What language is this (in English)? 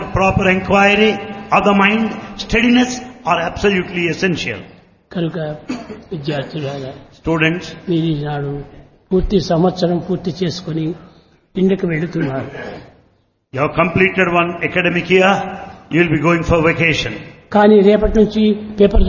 Telugu